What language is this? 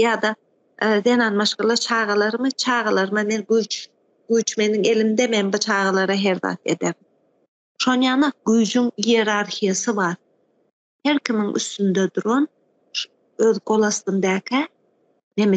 Turkmen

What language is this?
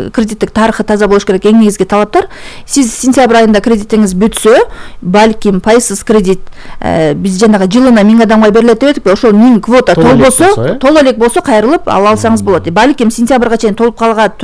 Kyrgyz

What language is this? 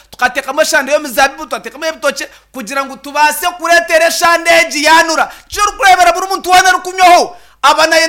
Nyankole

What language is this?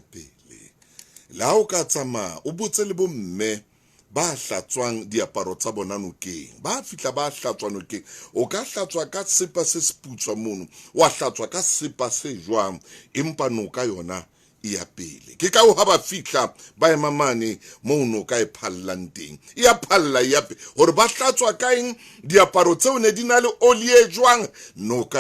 Southern Sotho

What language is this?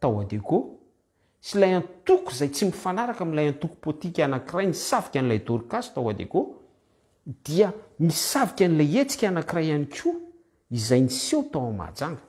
Malagasy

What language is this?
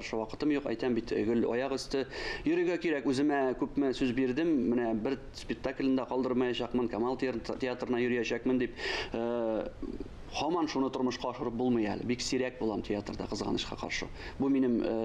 Tatar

